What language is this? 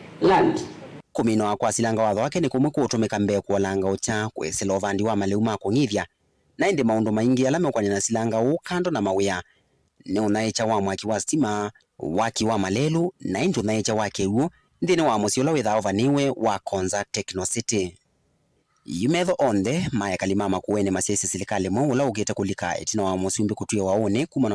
Kamba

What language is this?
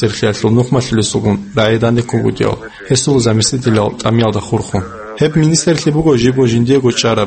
Avaric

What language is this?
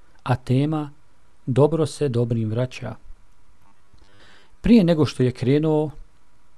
Bosnian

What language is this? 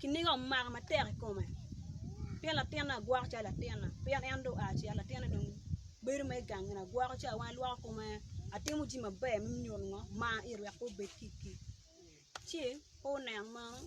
Acoli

